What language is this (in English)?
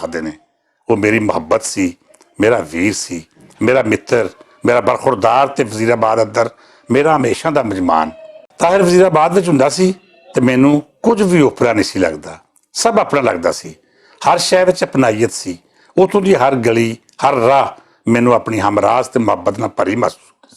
Western Panjabi